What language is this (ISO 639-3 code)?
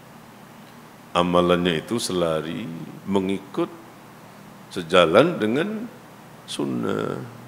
msa